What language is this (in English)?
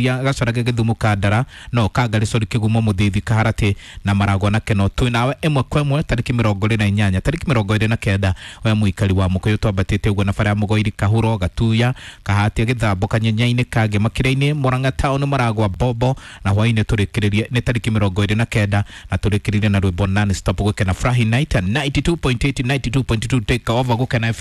Kikuyu